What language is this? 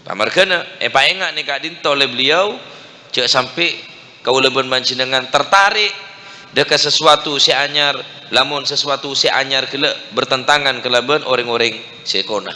Madurese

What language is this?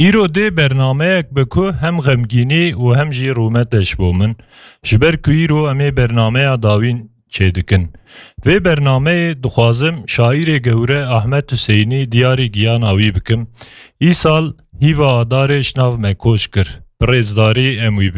Kurdish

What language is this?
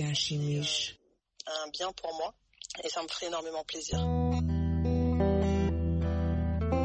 Kinyarwanda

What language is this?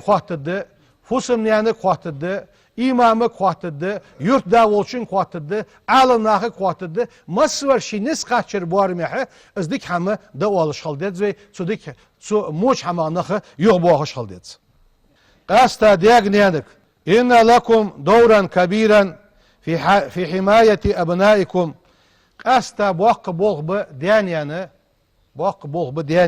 Ingush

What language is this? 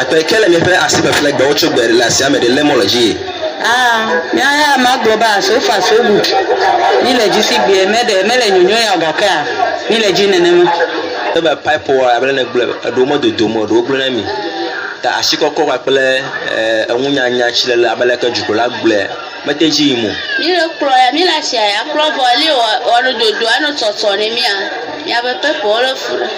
Ewe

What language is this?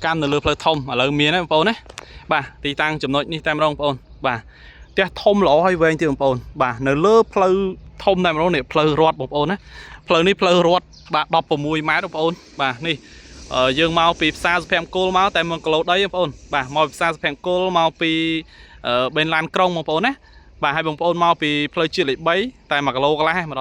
Khmer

